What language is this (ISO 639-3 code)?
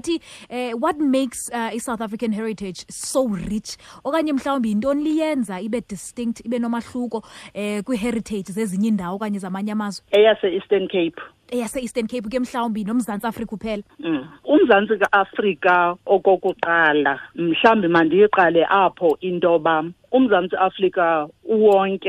xho